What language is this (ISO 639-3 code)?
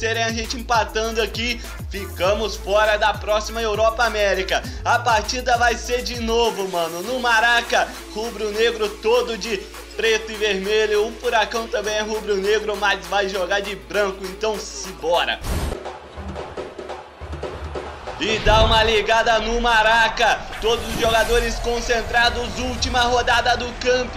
por